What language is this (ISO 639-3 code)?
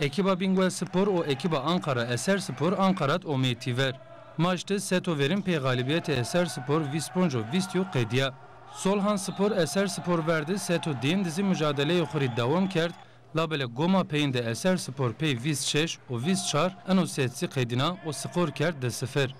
zza